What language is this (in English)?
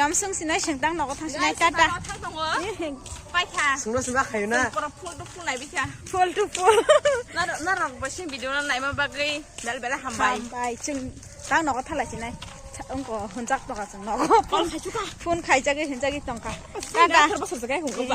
Kok Borok